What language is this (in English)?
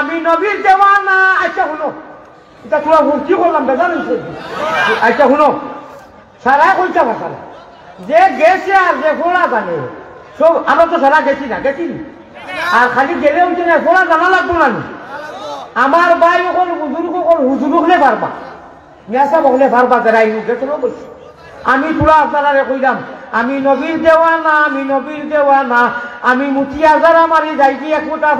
Sylheti